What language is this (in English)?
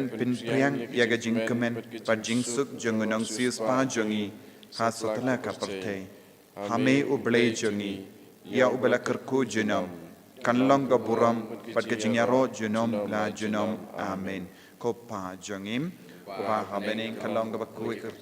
Khasi